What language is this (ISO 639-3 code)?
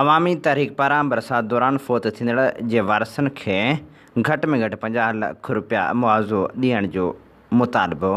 snd